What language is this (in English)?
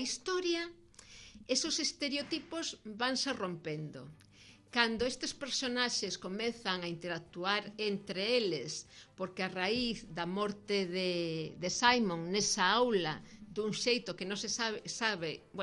Galician